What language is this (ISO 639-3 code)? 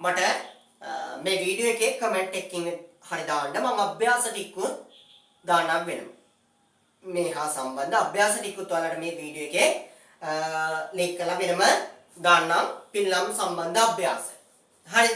sin